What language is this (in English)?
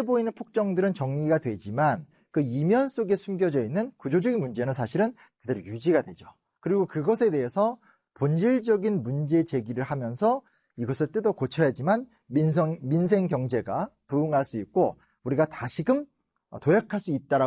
Korean